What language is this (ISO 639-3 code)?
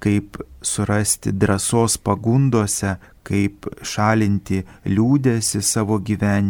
lit